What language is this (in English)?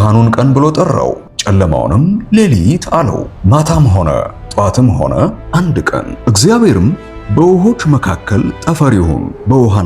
Amharic